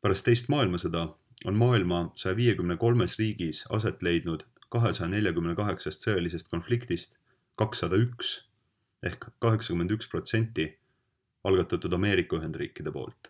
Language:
Estonian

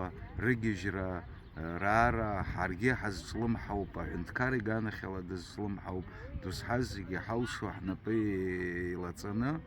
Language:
Abkhazian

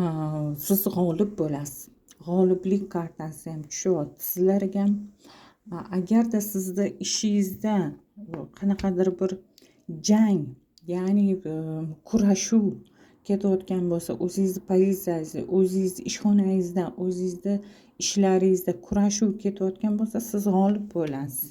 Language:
Uzbek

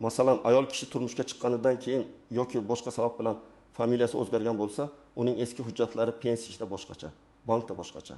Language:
Uzbek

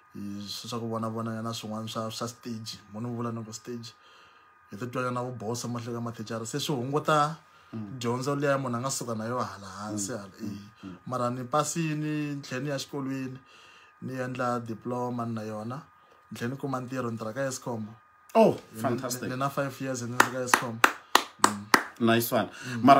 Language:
Tsonga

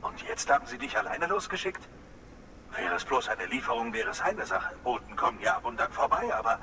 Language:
Swiss German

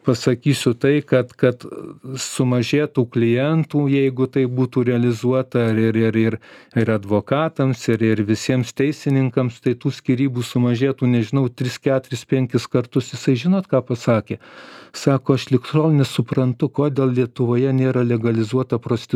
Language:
Lithuanian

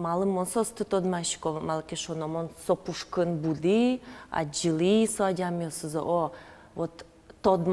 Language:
Udmurt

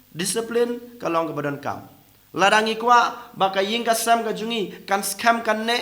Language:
Khasi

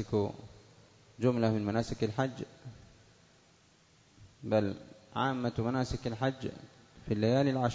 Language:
Arabic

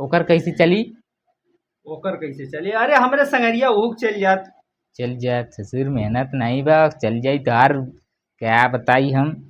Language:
Bhojpuri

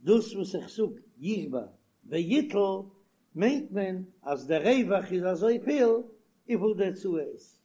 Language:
Yiddish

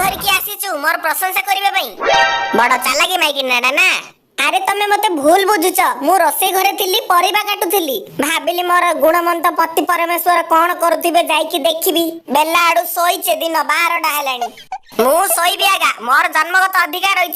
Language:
Odia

